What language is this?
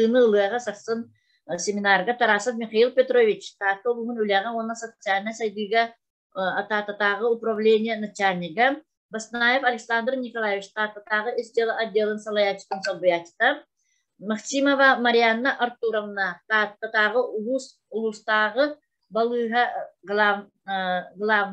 Yakut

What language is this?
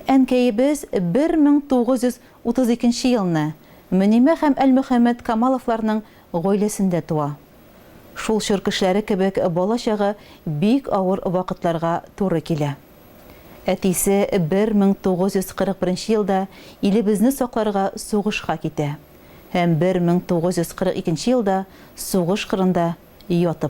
Tatar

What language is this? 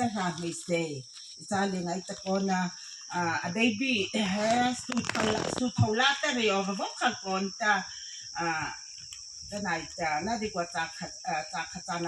Mara Chin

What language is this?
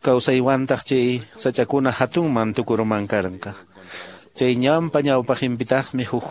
Quechua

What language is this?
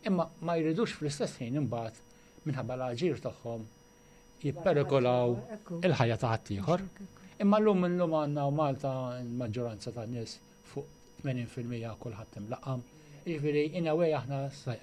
Maltese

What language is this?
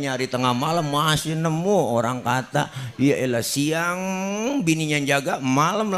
Betawi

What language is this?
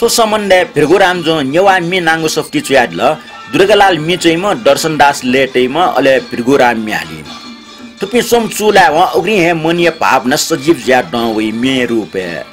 Newari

